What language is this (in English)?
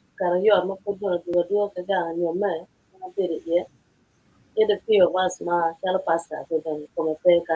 Acoli